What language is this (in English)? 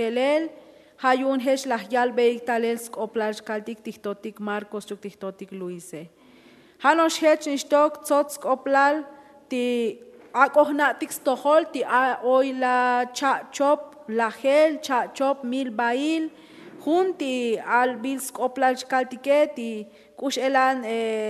Tzotzil